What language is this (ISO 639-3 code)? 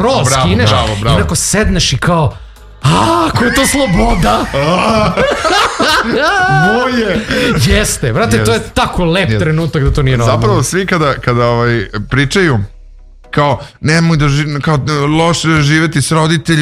srp